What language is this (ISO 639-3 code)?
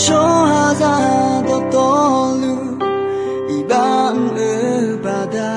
ahk